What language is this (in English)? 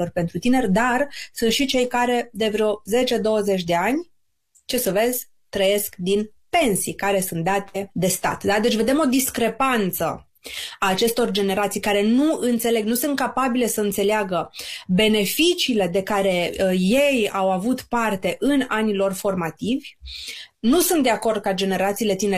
Romanian